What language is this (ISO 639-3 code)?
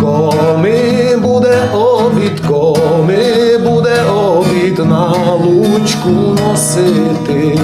rue